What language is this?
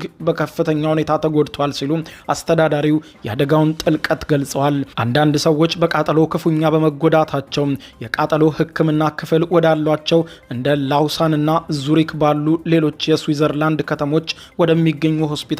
Amharic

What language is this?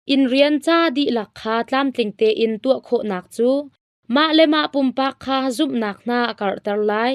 Hakha Chin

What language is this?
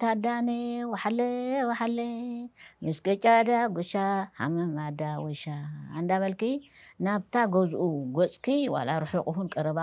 Tigrinya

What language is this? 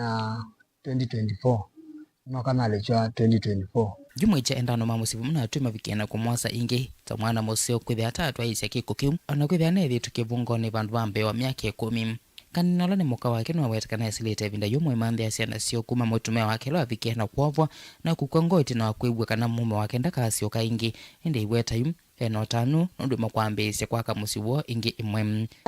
Kamba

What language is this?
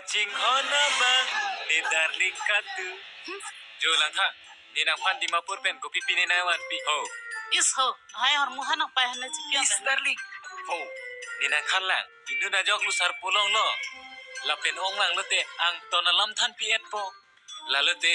Karbi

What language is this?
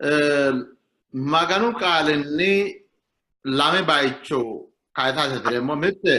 Sidamo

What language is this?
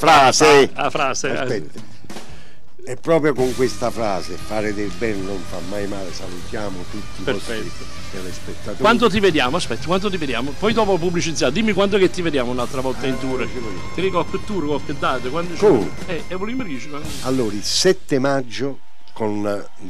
Italian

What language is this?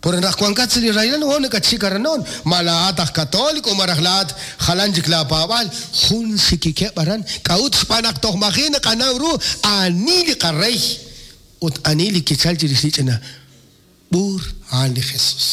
Kekchí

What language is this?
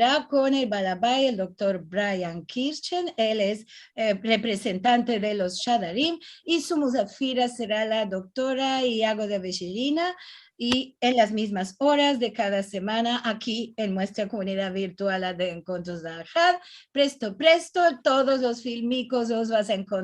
Ladino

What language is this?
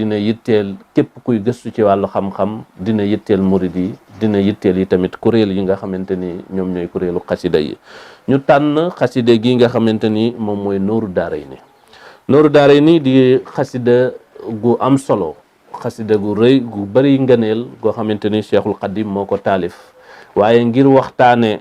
Wolof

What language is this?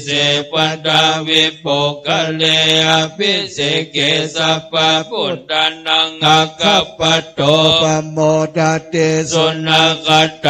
Pali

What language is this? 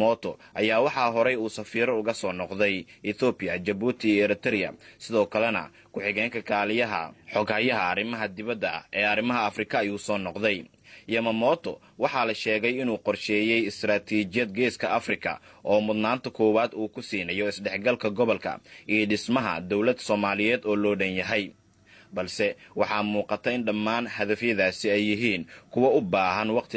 Somali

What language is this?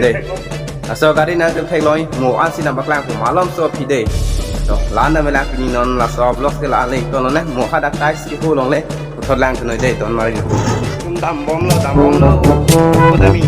Karbi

